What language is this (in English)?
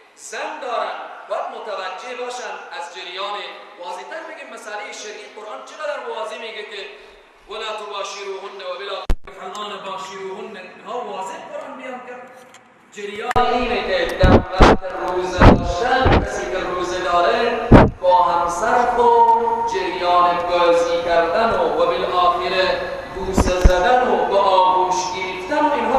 Persian